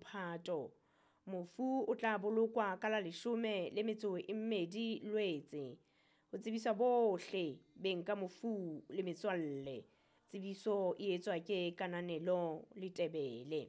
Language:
Southern Sotho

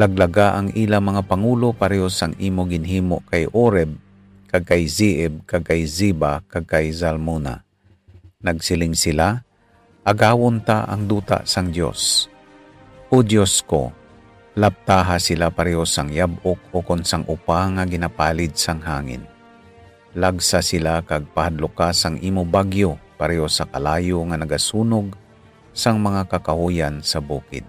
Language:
Hiligaynon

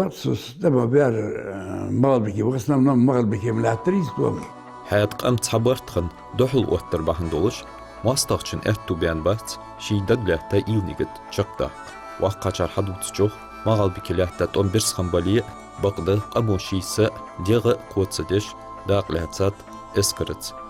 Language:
Ingush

